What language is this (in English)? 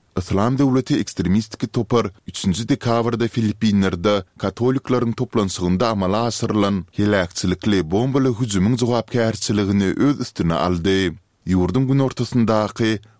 Turkmen